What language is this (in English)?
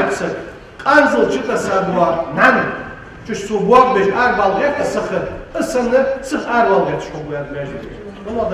Ingush